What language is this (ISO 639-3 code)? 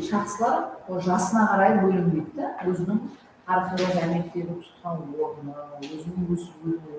kaa